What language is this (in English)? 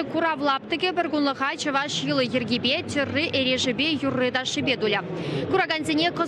Chuvash